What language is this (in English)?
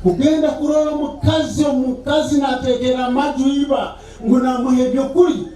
Nyankole